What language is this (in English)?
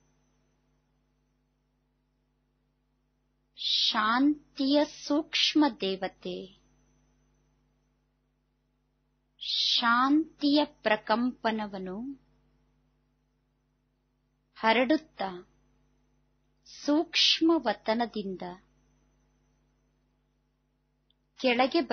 Kannada